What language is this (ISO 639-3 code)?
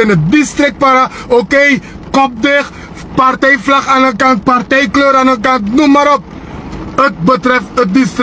srn